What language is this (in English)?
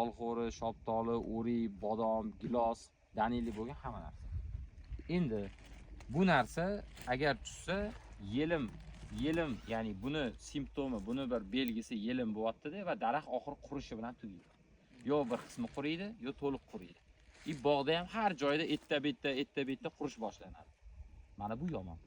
Uzbek